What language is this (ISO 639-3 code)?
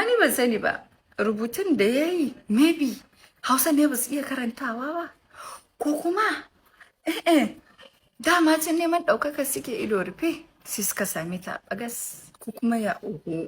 hau